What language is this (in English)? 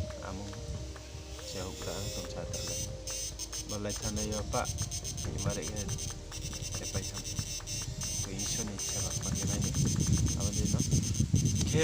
Riang (India)